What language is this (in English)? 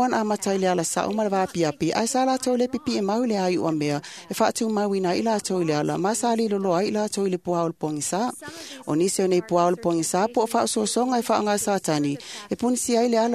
Samoan